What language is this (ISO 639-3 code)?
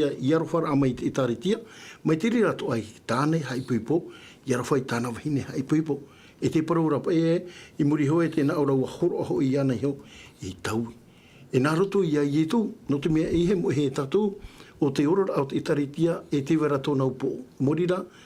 tah